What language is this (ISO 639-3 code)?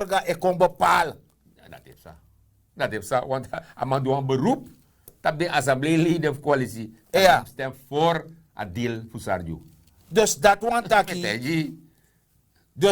srn